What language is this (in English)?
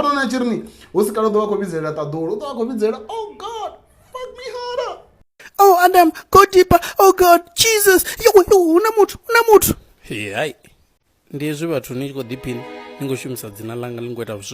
Venda